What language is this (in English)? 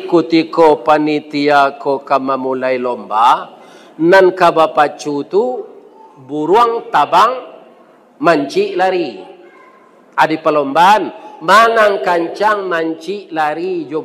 Minangkabau